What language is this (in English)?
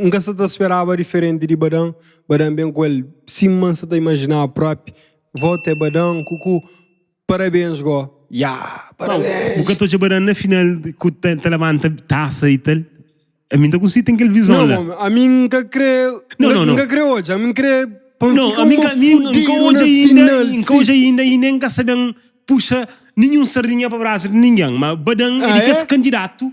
Kabuverdianu